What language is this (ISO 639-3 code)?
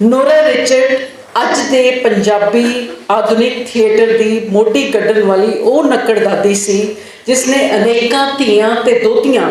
lah